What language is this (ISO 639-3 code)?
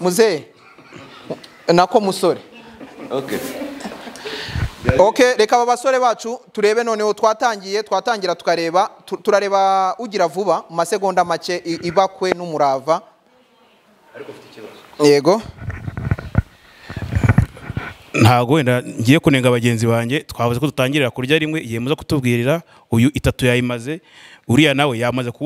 kin